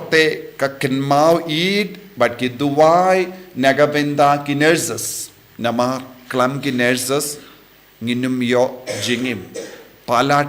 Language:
Khasi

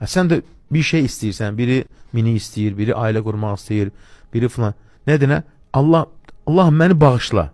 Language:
Azerbaijani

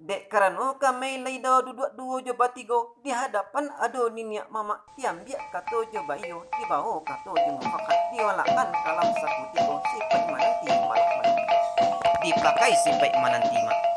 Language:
Minangkabau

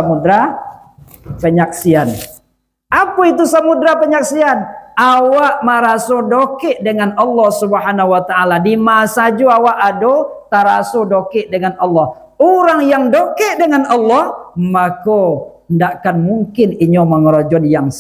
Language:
Minangkabau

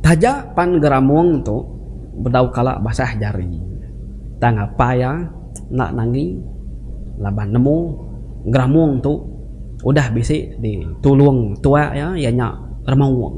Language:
Iban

